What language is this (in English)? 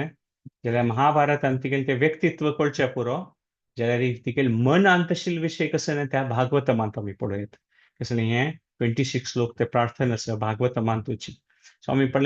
Konkani